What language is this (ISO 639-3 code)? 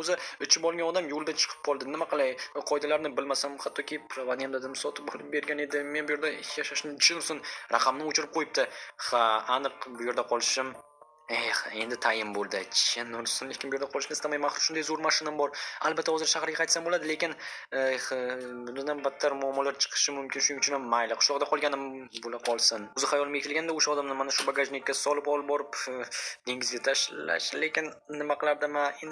uzb